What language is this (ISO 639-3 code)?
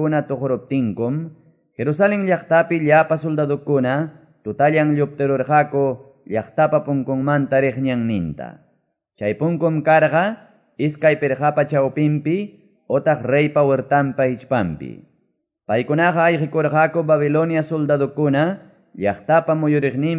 que